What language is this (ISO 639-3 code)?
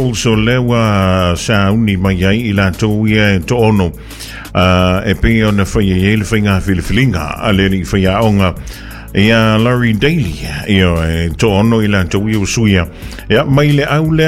smo